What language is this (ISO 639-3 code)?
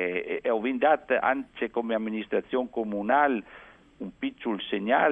fur